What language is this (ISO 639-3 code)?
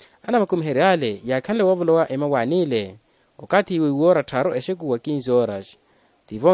vmw